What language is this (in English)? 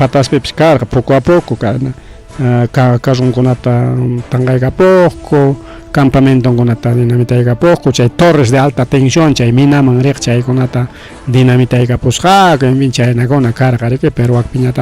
Ayacucho Quechua